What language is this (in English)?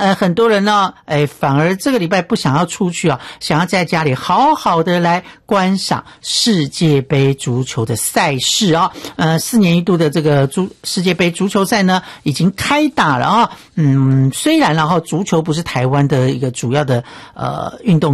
Chinese